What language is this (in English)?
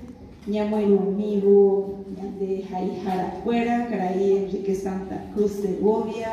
Guarani